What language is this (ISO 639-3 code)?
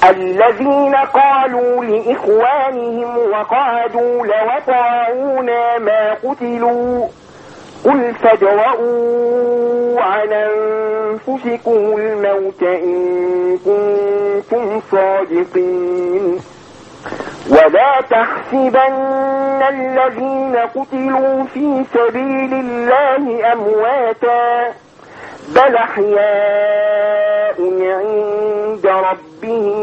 ara